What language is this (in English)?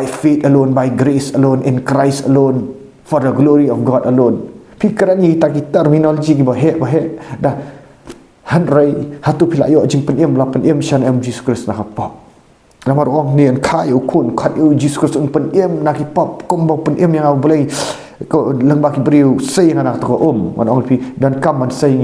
Khasi